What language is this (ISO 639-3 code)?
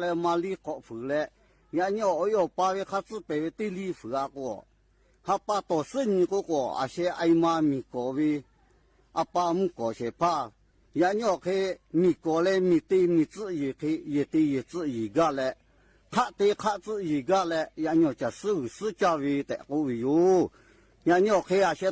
lhu